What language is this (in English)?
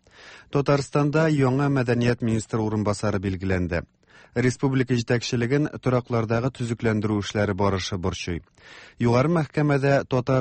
Tatar